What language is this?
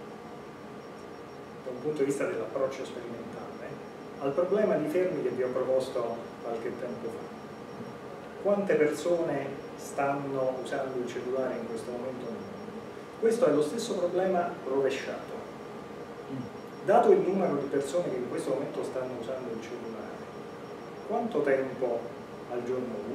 Italian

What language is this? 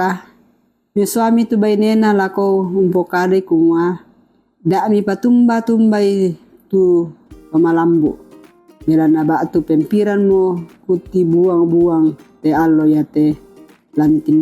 Toraja-Sa'dan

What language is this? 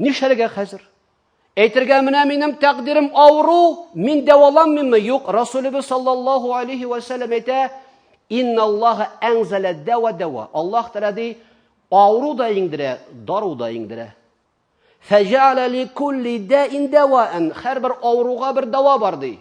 Tatar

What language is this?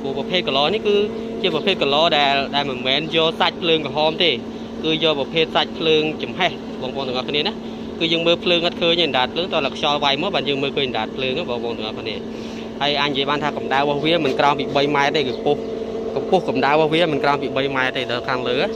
Khmer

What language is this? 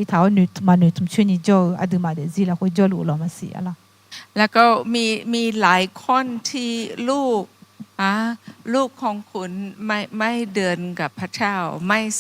Akha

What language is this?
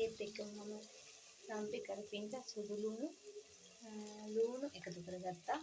Sinhala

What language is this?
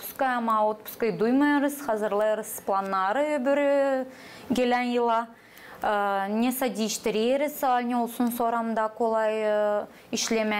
Gagauz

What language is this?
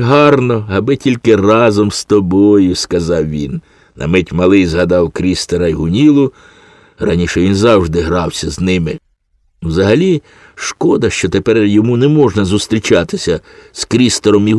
Ukrainian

